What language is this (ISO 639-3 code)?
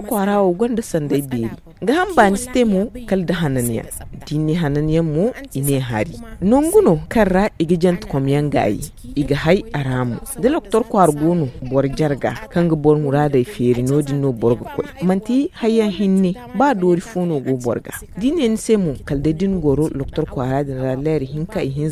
dje